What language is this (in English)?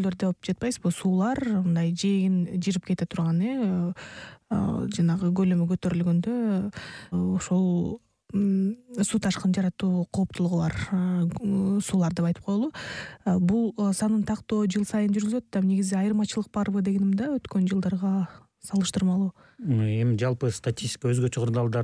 Kyrgyz